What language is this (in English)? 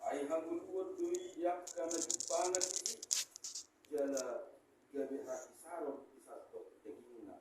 Batak Toba